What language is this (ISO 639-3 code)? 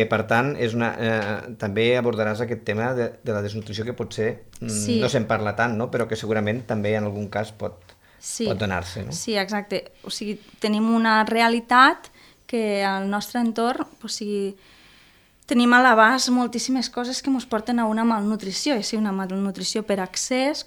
cat